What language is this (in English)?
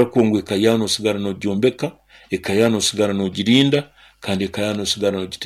Nyoro